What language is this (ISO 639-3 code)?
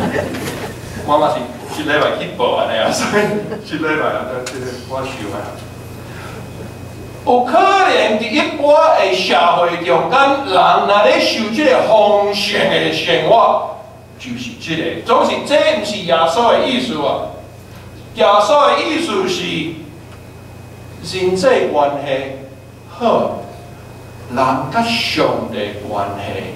nan